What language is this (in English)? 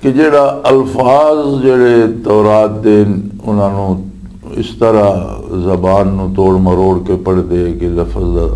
Western Panjabi